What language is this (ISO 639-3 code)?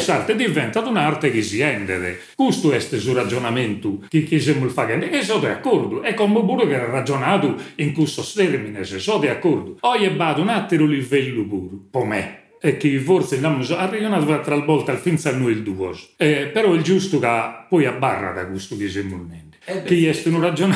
srd